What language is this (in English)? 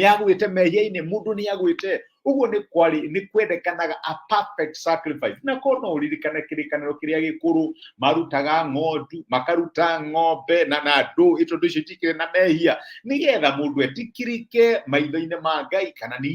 Kikuyu